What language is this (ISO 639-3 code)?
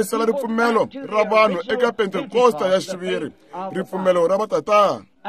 tso